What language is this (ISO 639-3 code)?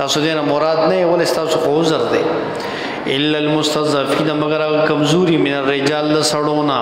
pus